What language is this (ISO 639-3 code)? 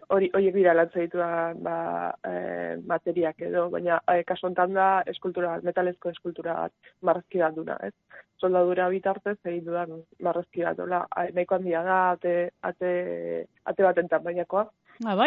eus